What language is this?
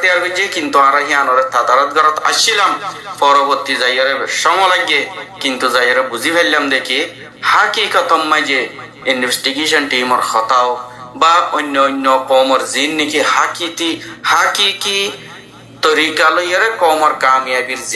Rohingya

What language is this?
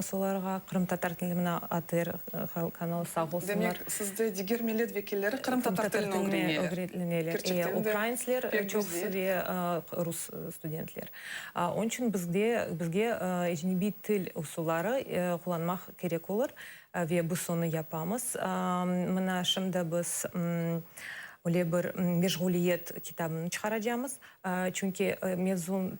Crimean Tatar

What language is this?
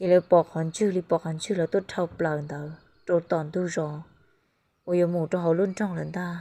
Hmong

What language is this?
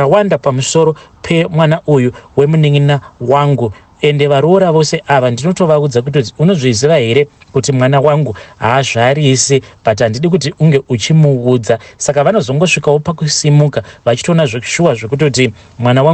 Shona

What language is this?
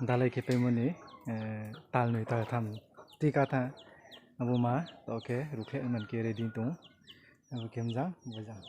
Riang (India)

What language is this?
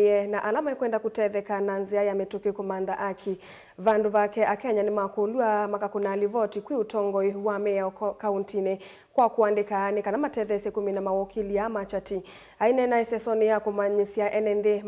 Kamba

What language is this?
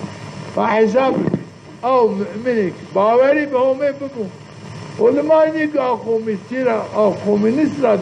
Zaza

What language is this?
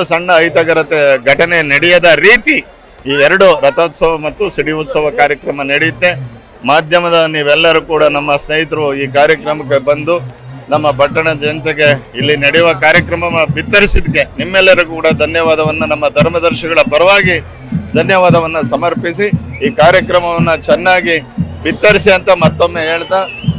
Kannada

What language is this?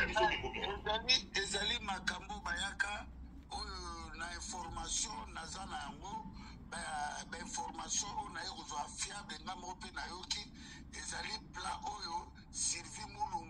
Lingala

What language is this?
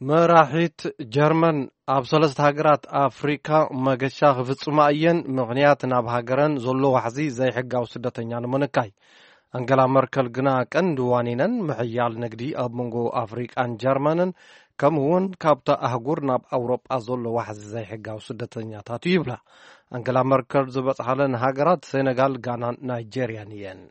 Tigrinya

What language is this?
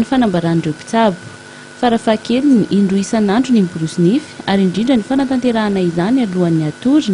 Malagasy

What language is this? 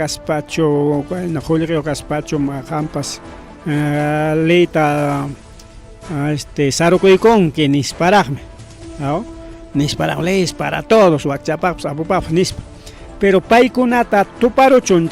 Ayacucho Quechua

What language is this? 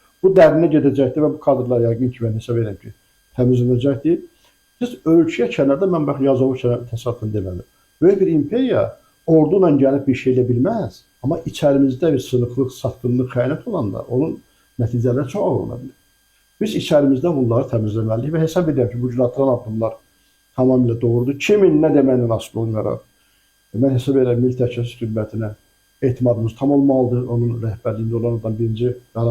Azerbaijani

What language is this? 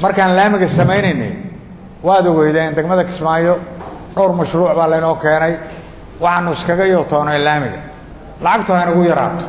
Somali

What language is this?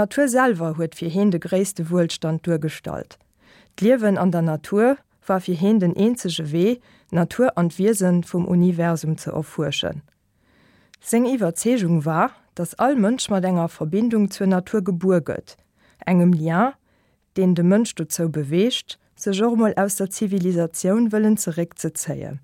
Luxembourgish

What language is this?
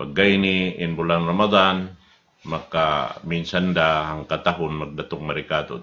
Tausug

